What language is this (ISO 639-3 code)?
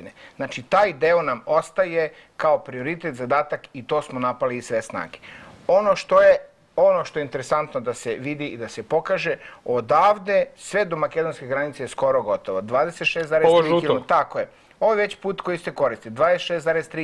srp